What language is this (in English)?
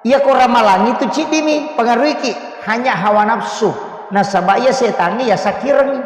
Buginese